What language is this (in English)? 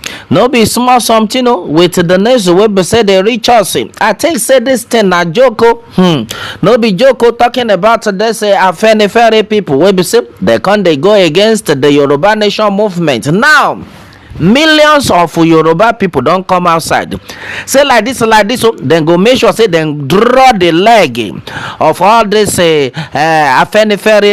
Nigerian Pidgin